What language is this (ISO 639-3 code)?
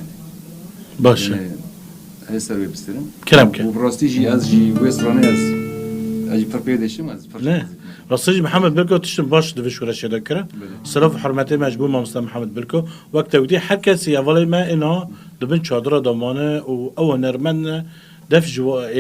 kur